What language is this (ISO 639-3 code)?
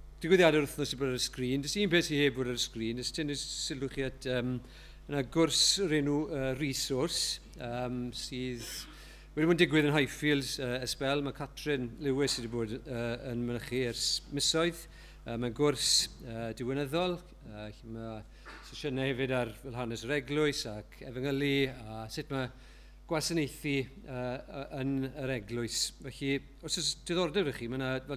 cym